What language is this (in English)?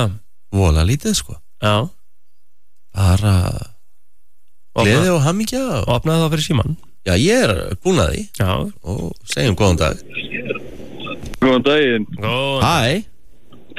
Icelandic